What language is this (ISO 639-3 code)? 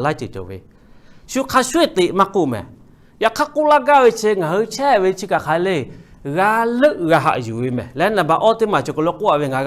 lhu